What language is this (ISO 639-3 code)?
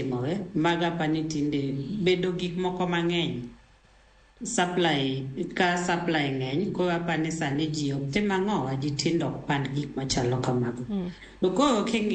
luo